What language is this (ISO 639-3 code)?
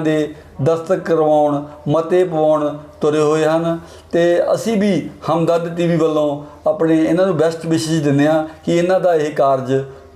pan